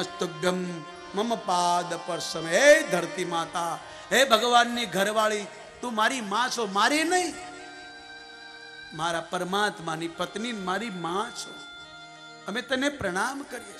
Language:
Gujarati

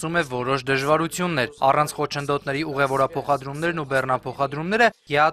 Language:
Armenian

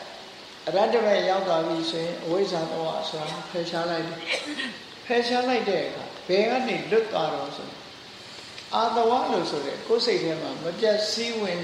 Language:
Burmese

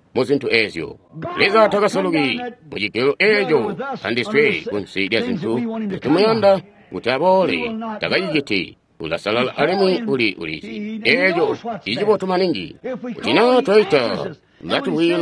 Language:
Tonga (Zambia)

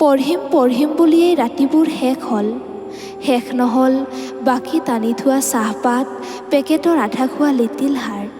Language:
Assamese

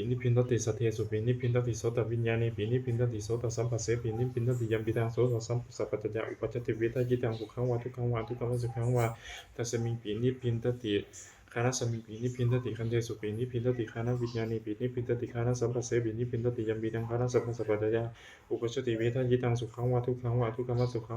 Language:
Pali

